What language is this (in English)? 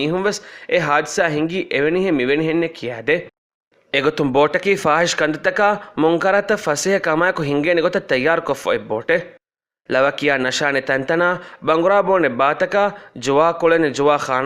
Divehi